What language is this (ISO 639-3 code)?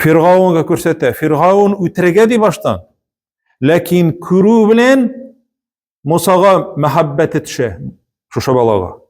tat